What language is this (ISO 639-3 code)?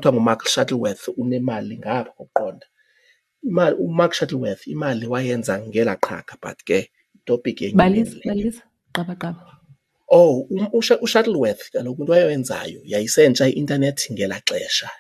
xho